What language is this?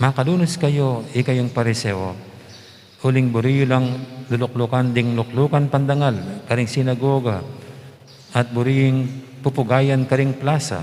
Pampanga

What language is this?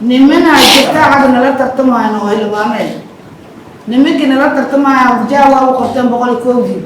Somali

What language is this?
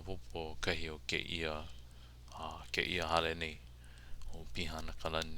Hawaiian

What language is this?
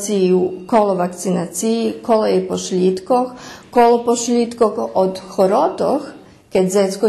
Rusyn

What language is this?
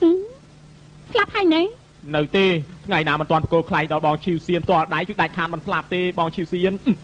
Khmer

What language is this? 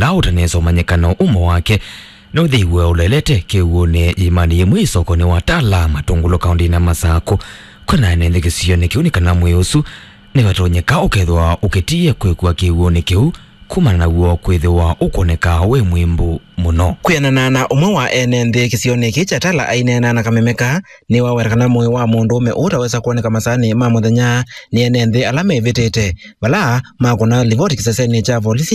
Kamba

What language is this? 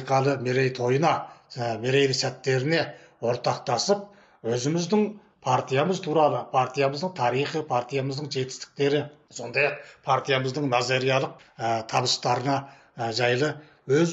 Kazakh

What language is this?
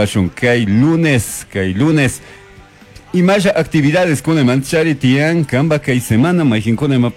Chimborazo Highland Quichua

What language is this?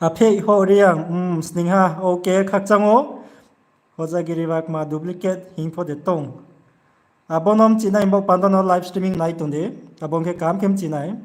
Riang (India)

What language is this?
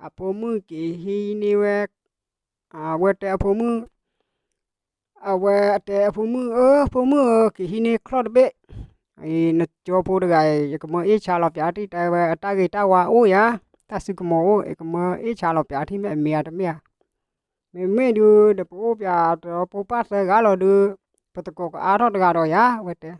S'gaw Karen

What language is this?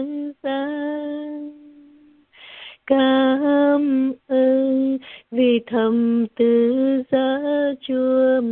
Vietnamese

